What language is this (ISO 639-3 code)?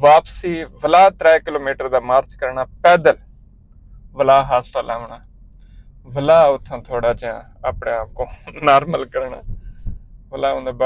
skr